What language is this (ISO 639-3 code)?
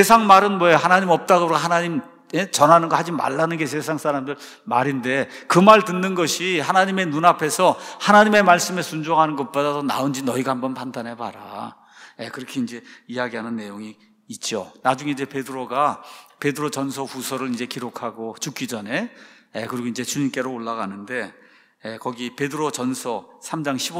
kor